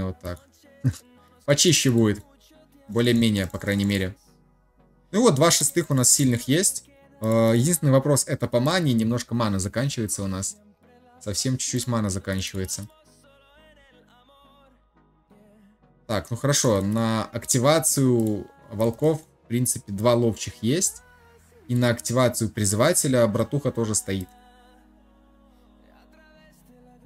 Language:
Russian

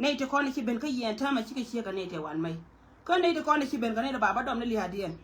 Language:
Nuer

